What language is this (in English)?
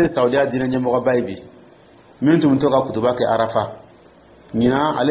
Dyula